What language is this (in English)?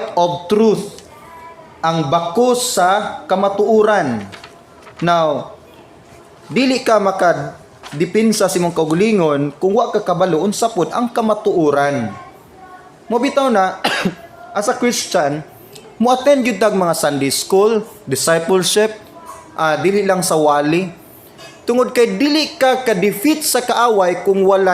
Cebuano